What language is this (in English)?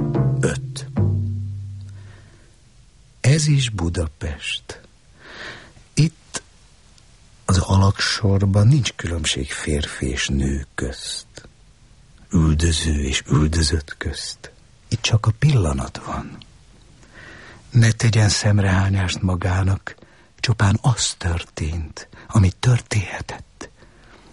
Hungarian